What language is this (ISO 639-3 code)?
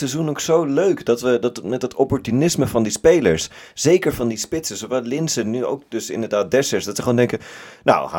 nld